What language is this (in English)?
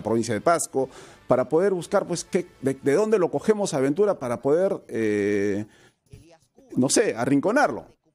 Spanish